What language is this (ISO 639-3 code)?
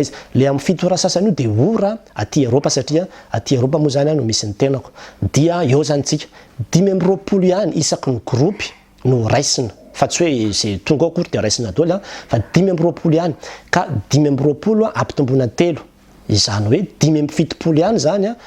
mlg